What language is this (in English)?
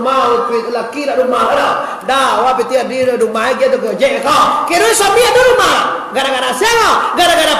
Minangkabau